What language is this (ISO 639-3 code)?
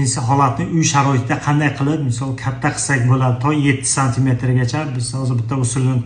uzb